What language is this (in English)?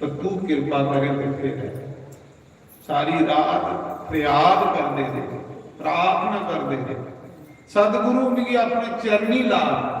Dogri